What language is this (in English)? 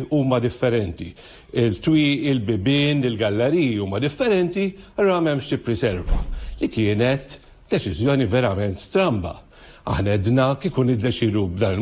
Maltese